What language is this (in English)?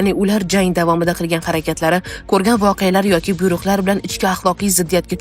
Uzbek